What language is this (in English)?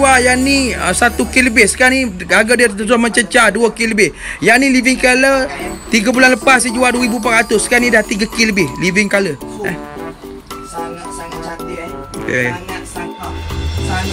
Malay